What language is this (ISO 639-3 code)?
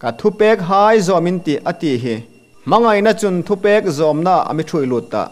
hmr